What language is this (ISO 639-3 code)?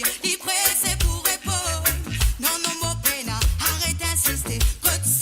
mfe